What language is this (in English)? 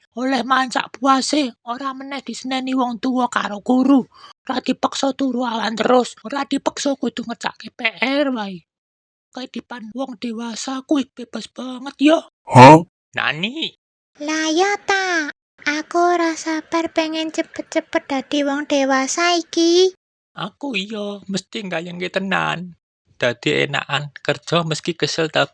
Javanese